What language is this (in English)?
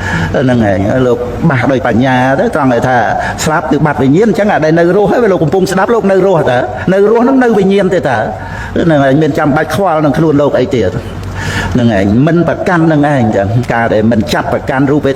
Khmer